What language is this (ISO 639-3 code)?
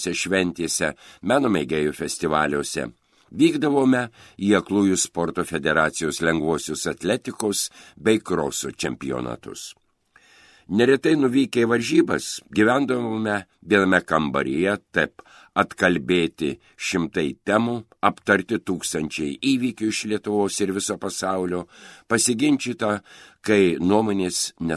lit